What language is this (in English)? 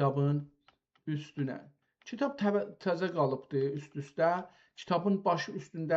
South Azerbaijani